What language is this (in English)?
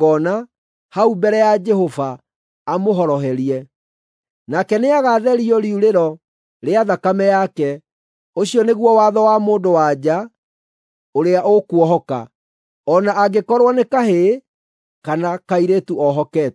Kikuyu